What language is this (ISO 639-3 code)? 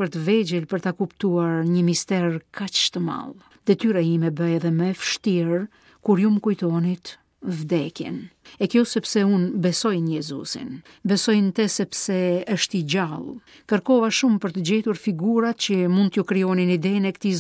sqi